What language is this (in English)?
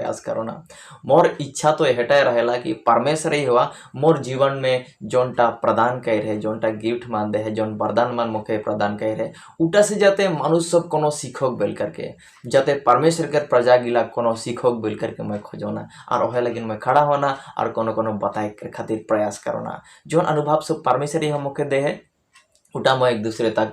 Sadri